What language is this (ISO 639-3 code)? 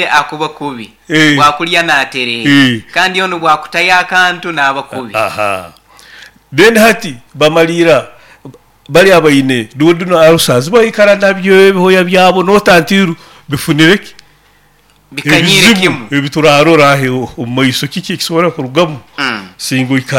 nyo